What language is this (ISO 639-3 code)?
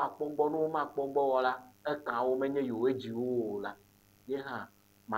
ewe